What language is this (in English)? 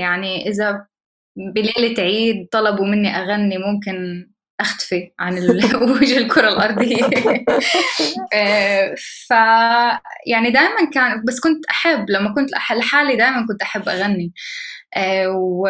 North Levantine Arabic